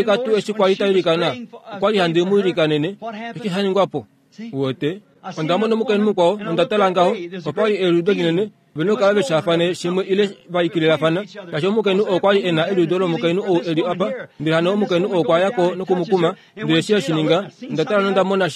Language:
Kuanyama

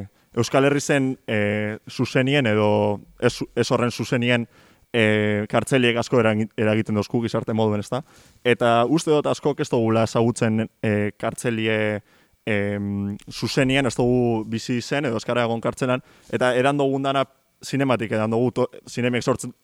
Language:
Basque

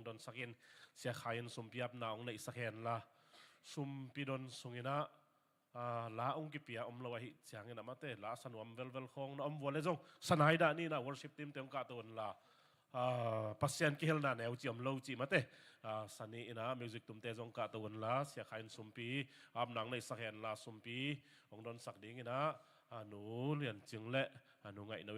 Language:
Tedim Chin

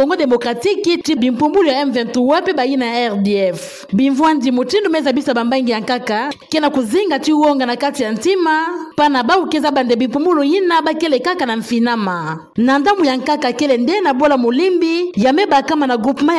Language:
Kituba (Democratic Republic of Congo)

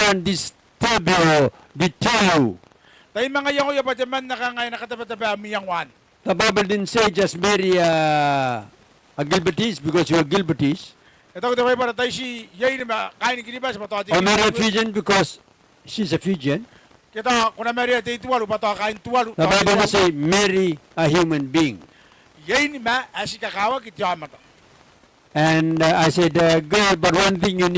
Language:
Gilbertese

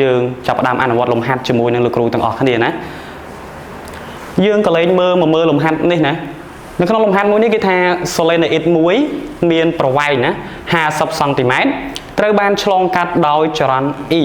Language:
Khmer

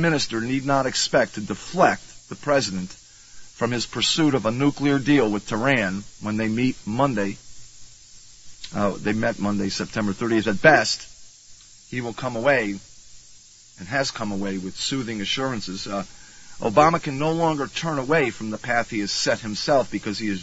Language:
English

